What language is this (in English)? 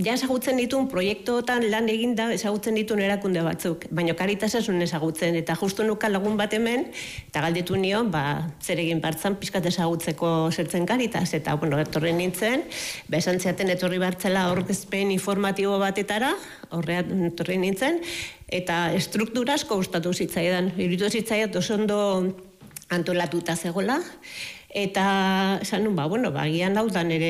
Basque